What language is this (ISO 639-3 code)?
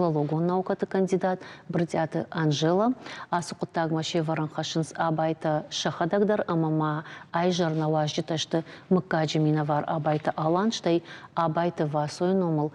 oss